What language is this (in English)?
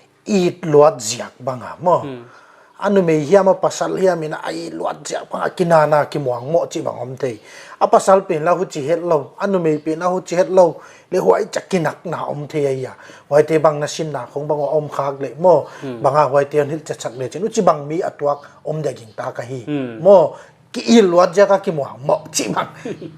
Paite Chin